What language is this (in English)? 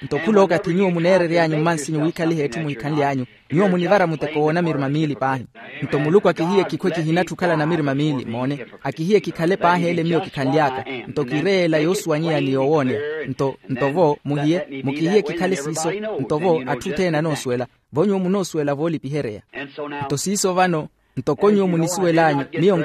Makhuwa